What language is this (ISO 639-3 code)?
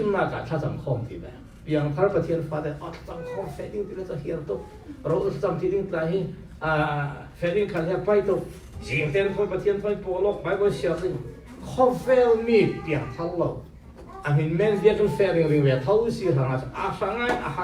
cfm